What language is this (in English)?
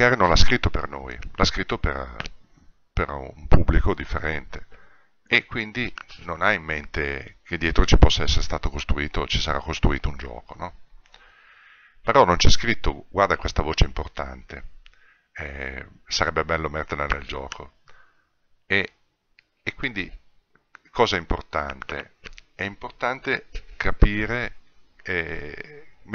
Italian